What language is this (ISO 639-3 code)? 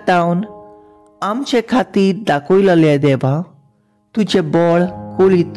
kok